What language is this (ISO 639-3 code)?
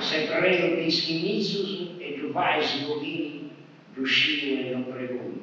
srd